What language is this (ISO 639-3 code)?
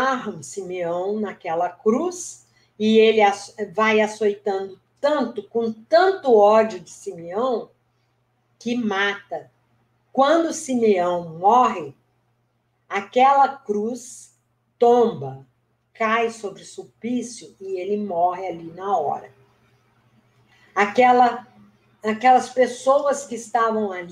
por